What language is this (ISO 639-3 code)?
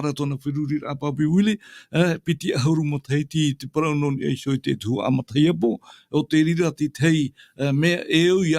tah